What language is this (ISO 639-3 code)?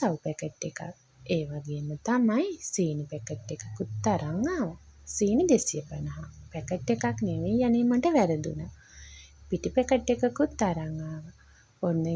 sin